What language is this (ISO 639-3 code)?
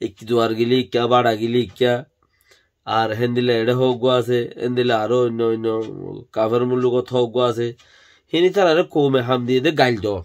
rhg